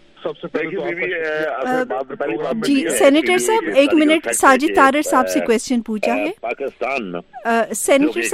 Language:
Urdu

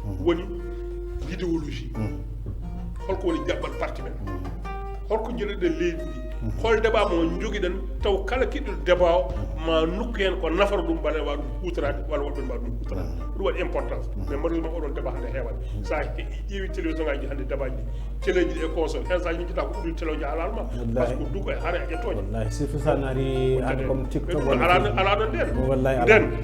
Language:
Fula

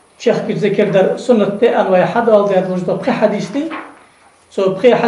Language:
Ingush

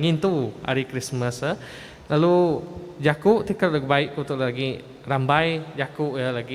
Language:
Iban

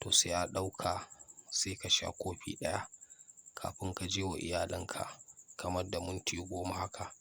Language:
Hausa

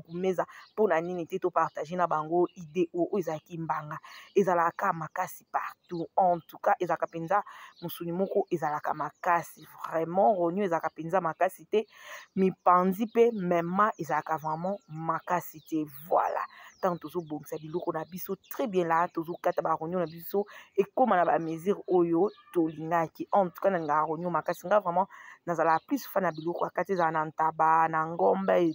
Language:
Lingala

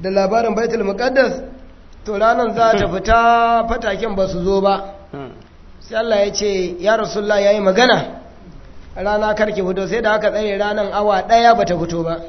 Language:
Hausa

